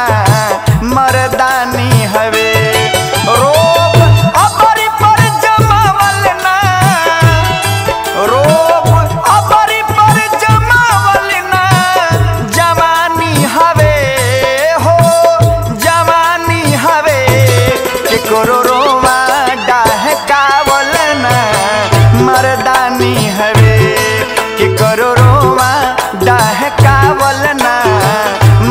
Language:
Bhojpuri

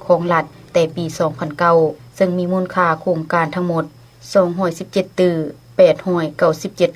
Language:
Lao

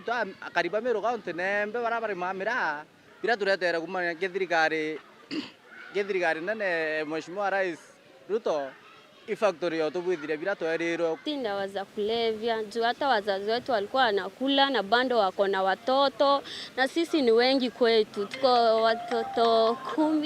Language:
Meru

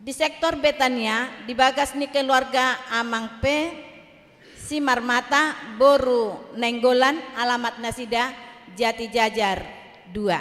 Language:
Batak Toba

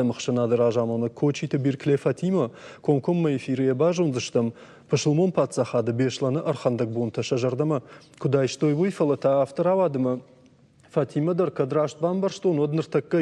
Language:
Ossetic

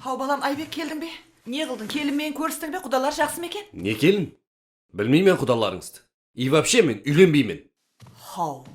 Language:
Kara-Kalpak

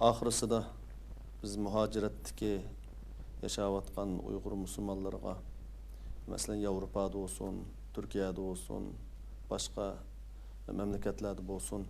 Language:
Uyghur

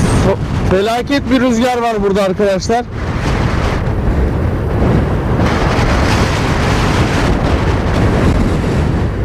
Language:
Turkish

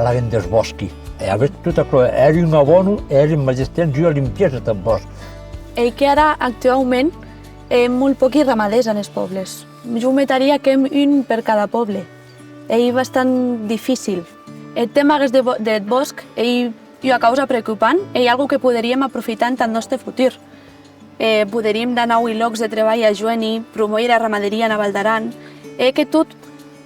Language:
Occitan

